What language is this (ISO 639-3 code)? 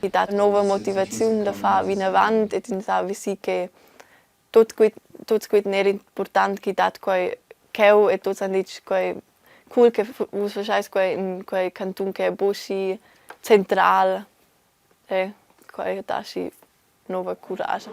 roh